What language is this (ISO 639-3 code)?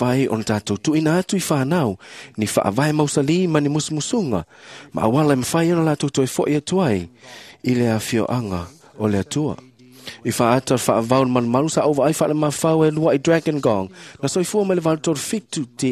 smo